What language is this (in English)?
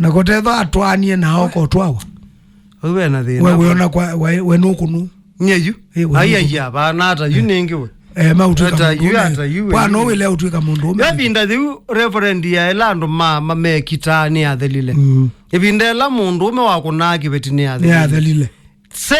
Kamba